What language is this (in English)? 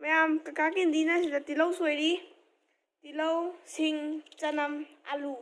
Manipuri